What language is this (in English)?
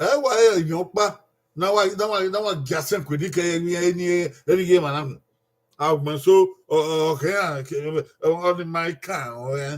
Bini